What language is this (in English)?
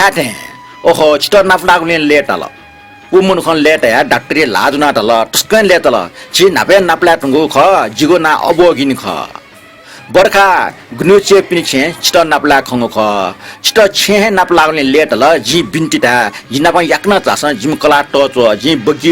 Newari